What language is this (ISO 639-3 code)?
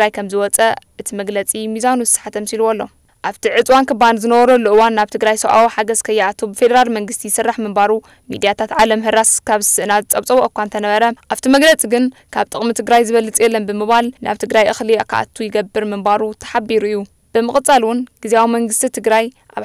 tir